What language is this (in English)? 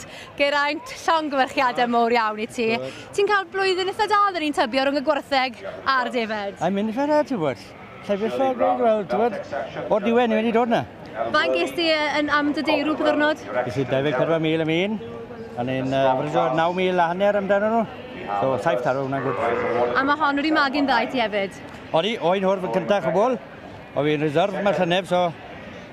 Welsh